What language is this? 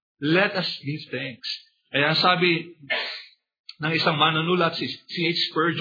Filipino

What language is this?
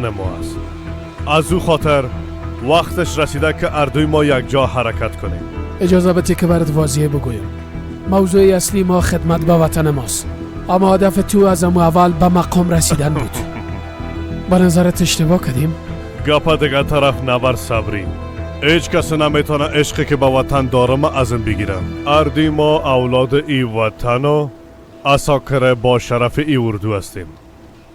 Persian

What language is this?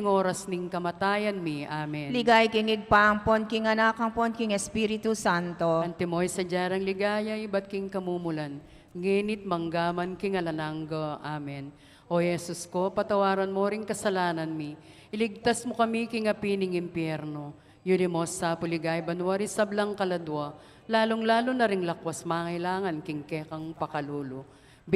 Pampanga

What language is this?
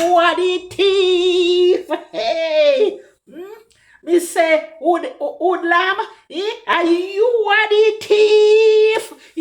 Jamaican Creole English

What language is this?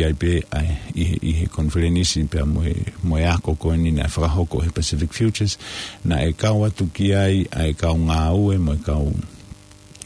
Tongan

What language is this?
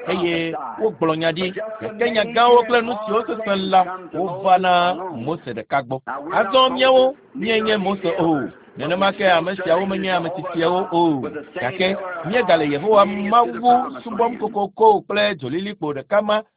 Ewe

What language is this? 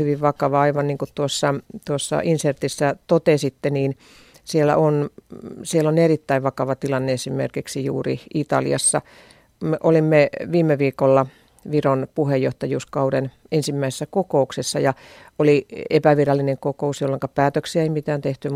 Finnish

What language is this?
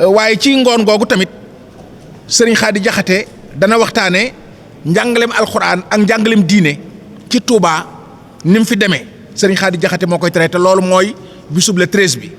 Wolof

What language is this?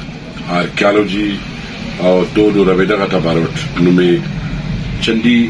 Brahui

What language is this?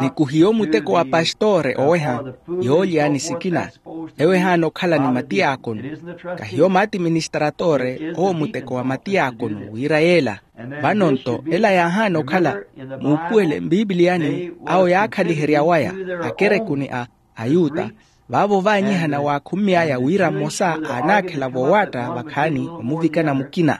Makhuwa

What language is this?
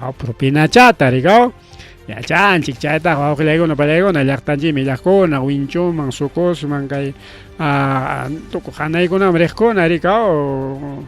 Ayacucho Quechua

